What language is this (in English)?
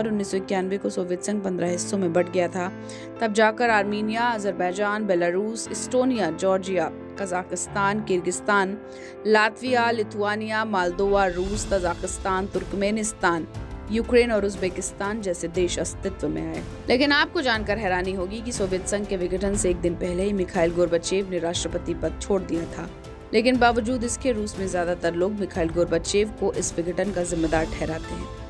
Hindi